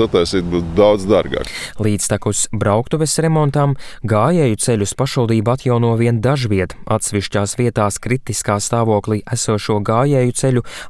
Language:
Latvian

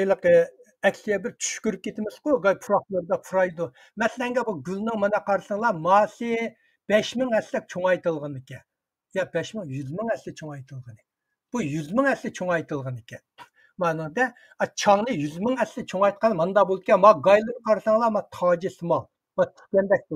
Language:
Uyghur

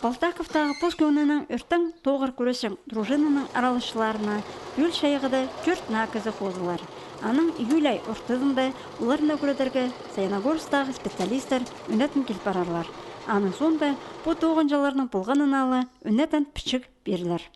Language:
Khakas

